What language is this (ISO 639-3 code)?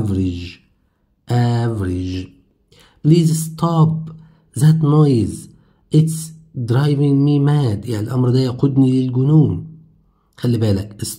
arz